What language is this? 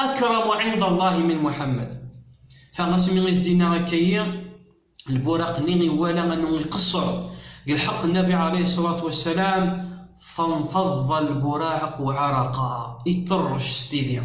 Kabyle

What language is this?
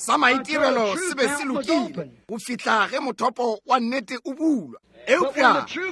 Northern Sotho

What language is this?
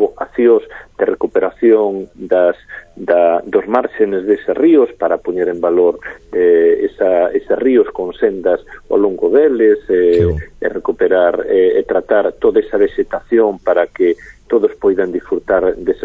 Galician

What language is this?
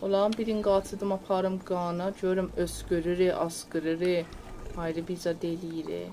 South Azerbaijani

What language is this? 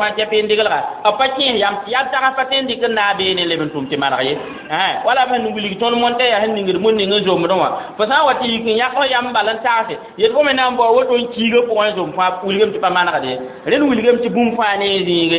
Mossi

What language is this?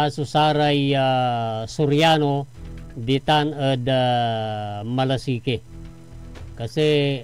Pangasinan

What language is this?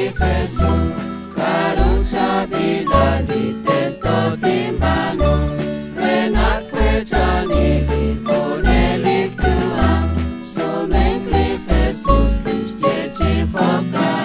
Kekchí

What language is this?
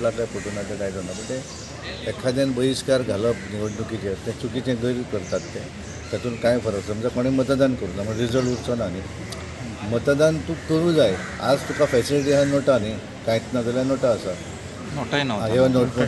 Konkani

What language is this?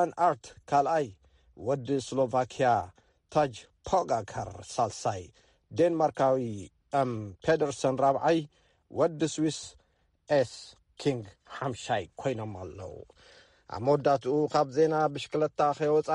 Tigrinya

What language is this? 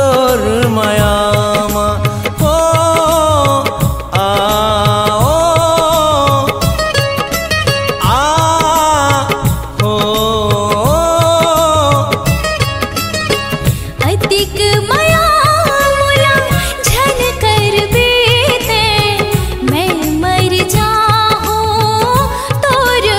Chhattisgarhi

